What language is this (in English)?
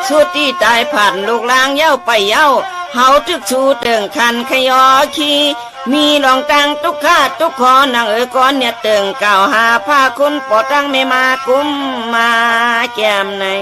Shan